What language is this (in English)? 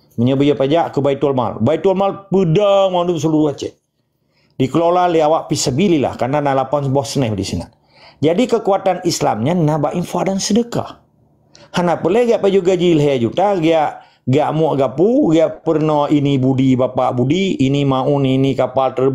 Achinese